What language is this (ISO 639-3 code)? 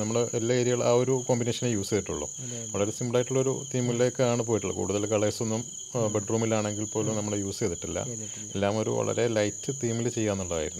mal